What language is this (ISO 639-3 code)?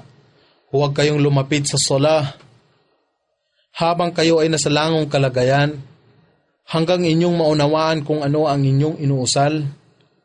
fil